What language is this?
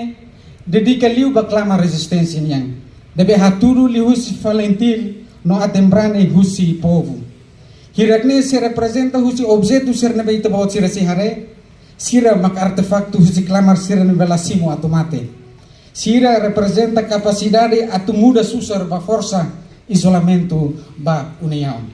Tetum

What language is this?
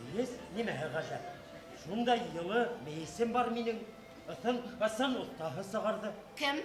Bashkir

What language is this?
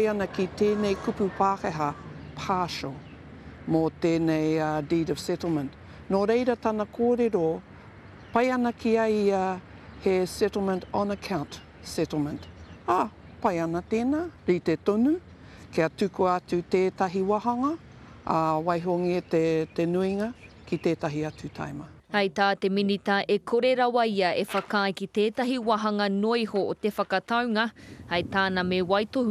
Māori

